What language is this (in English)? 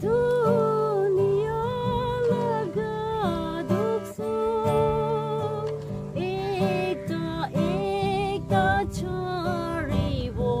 Naga Pidgin